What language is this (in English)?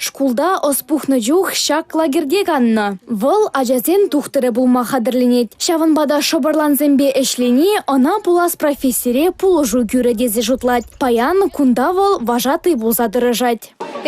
Chuvash